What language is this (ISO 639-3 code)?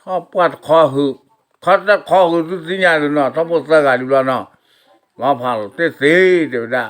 ksw